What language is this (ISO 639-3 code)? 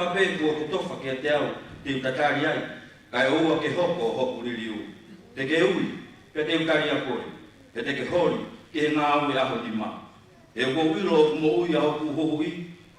ton